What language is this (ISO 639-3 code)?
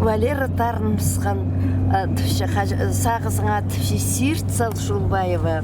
kjh